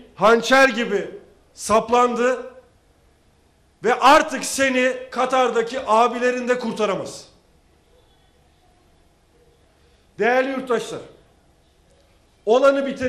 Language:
Turkish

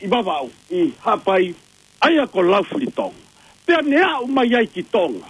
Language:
Tongan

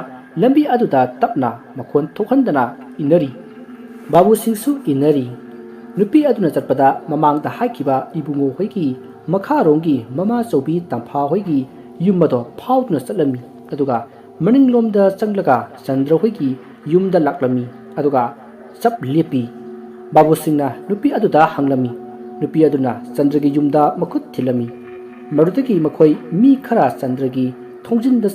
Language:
Manipuri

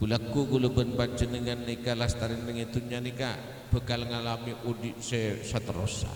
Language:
Madurese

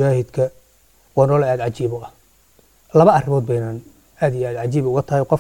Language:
Somali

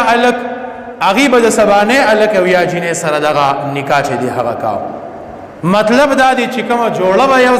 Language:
Pashto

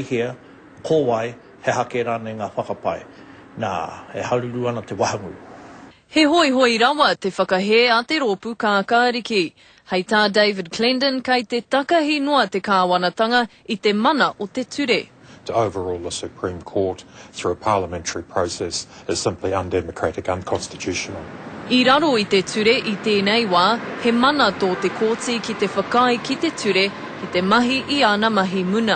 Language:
Māori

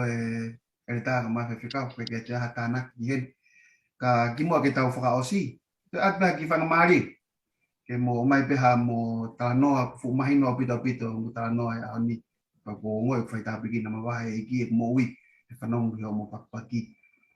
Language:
Tongan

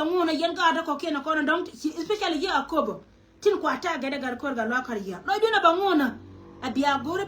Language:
Nuer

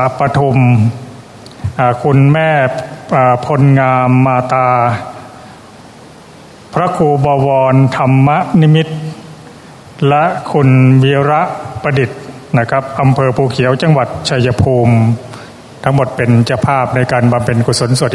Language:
Thai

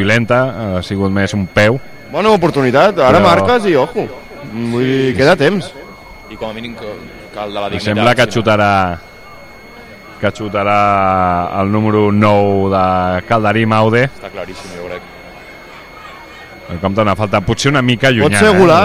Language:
Catalan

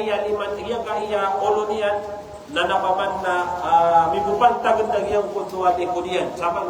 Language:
Maranao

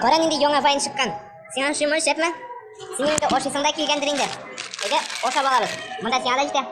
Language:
Tatar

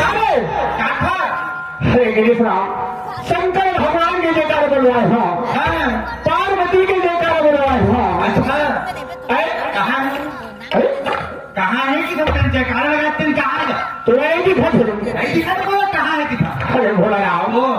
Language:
Chhattisgarhi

